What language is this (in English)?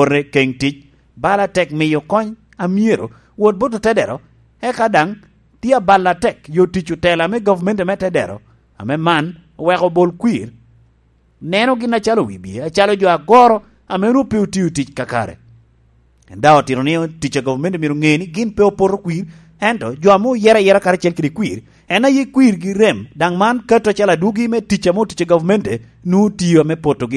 Lango (Uganda)